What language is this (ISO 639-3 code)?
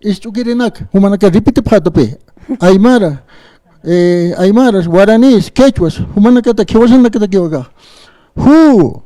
aym